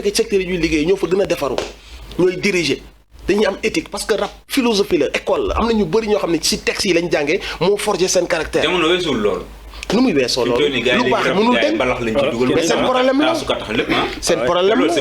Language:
Wolof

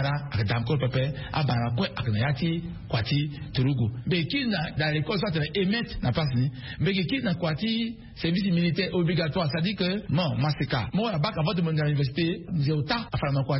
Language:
Sango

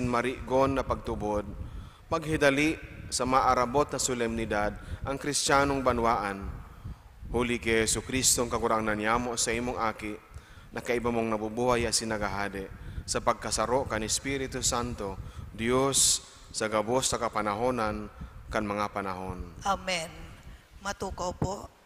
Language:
Bikol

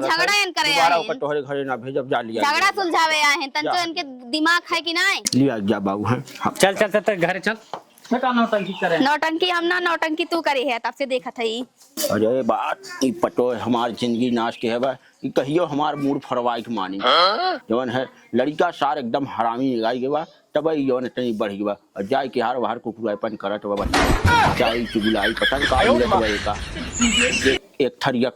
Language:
Awadhi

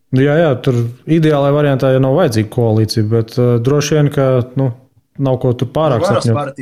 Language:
Latvian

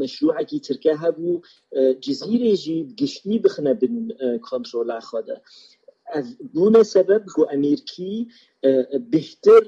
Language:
Kurdish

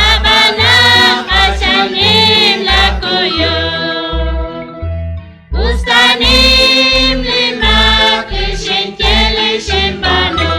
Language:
Kekchí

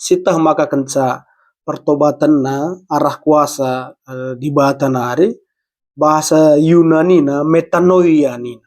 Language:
Batak Karo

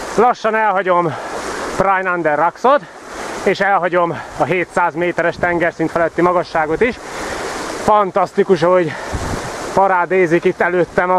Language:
Hungarian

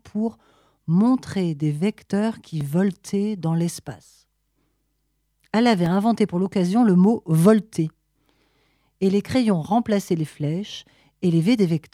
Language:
French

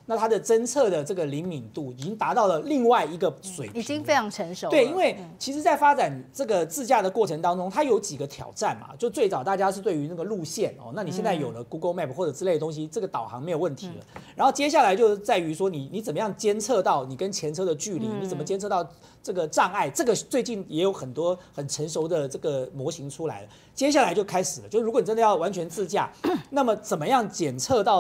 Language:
Chinese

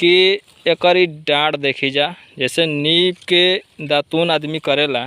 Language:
Bhojpuri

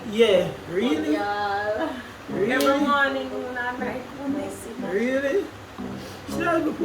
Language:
Jamaican Creole English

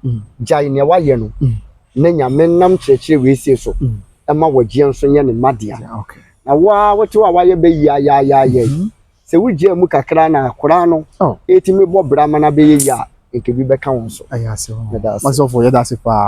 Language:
Akan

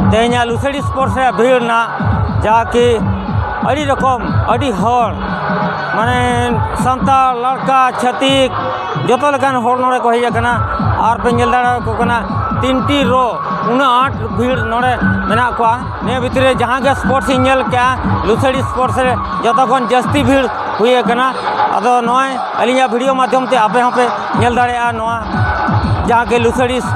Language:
Santali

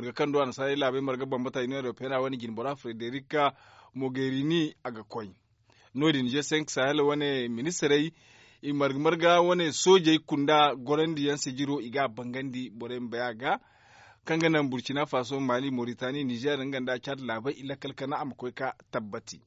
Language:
Zarma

